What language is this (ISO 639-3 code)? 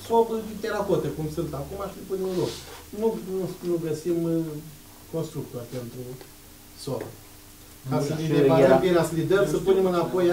ron